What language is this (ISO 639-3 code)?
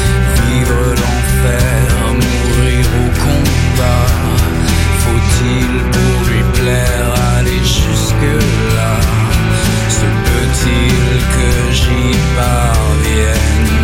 fra